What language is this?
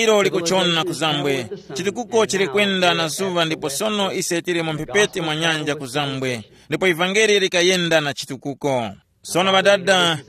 Tumbuka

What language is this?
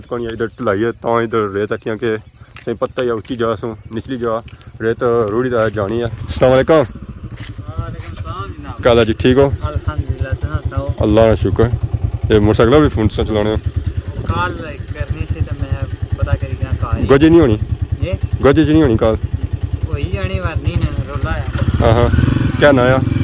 Pahari-Potwari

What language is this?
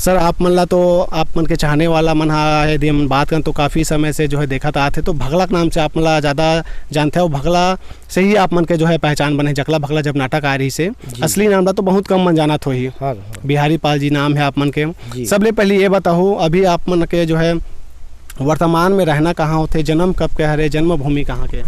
Chhattisgarhi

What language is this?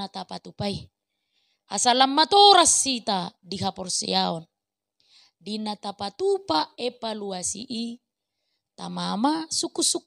Batak Toba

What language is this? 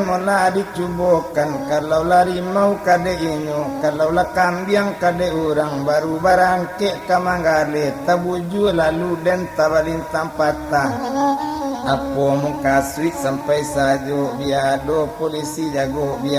Minangkabau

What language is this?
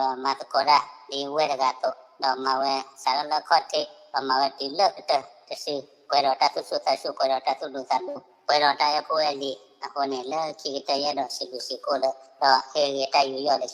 S'gaw Karen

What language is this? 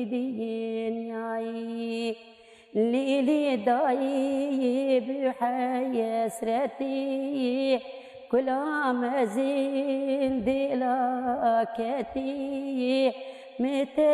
Kurdish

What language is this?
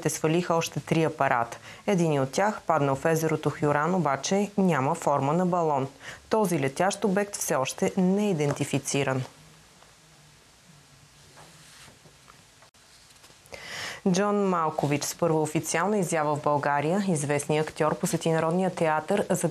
Bulgarian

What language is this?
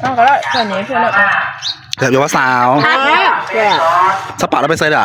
Northeastern Thai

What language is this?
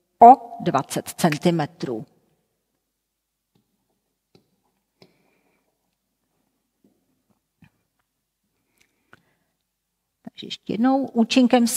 Czech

